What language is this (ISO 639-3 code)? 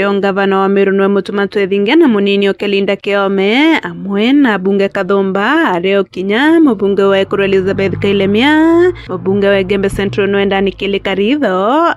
mer